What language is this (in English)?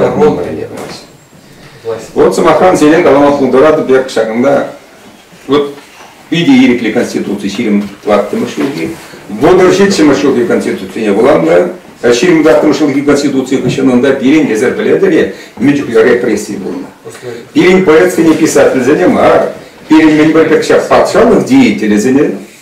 Chuvash